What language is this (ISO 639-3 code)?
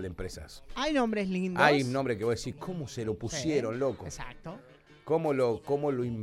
spa